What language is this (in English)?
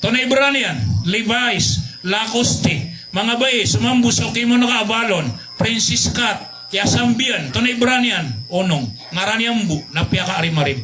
Maranao